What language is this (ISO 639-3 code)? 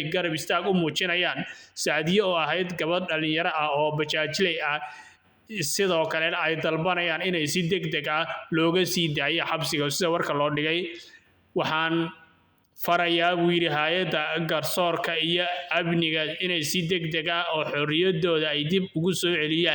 som